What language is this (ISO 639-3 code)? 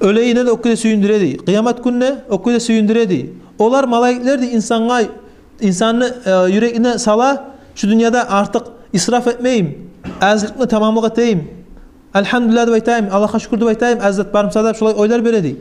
kum